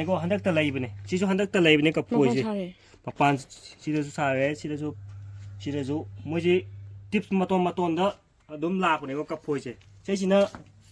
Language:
Manipuri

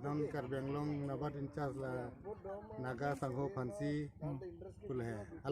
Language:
Karbi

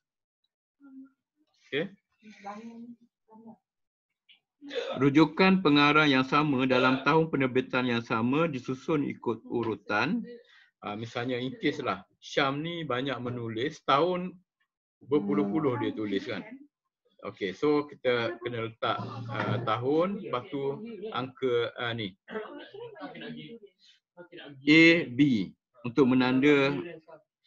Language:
Malay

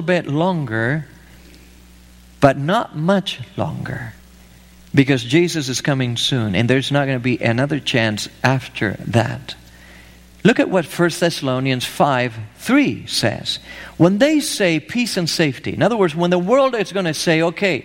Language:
English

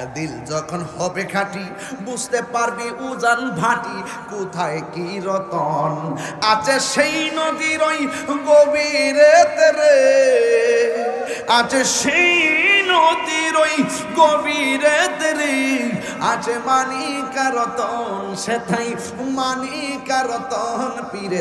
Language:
Bangla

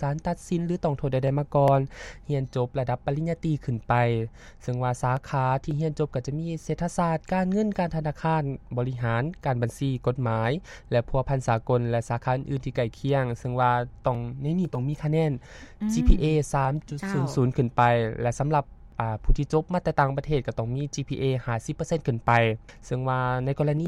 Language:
Lao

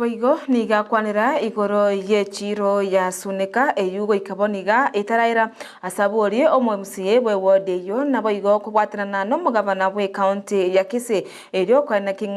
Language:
Gusii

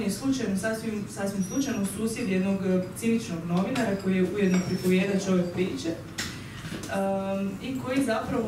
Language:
Croatian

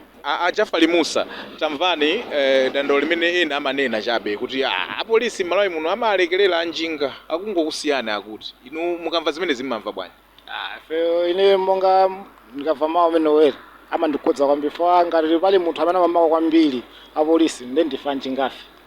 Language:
Nyanja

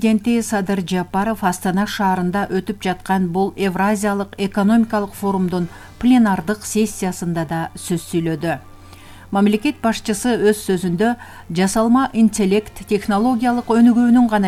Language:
Kyrgyz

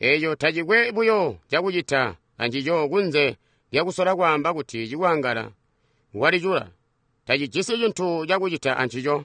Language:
Tonga (Zambia)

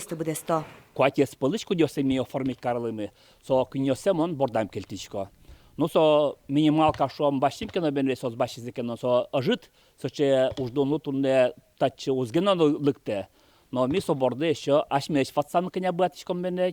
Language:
Udmurt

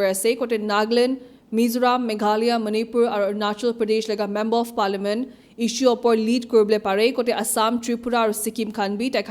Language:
Naga Pidgin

